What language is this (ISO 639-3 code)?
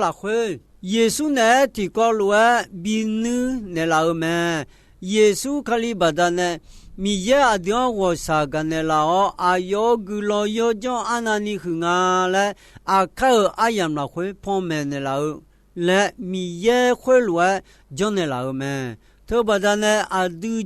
ahk